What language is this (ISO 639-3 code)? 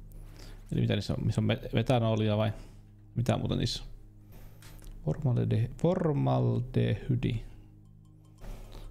fin